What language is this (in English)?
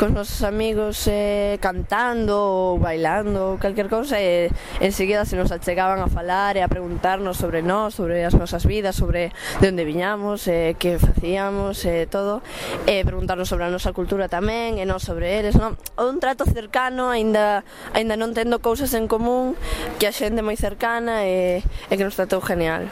Galician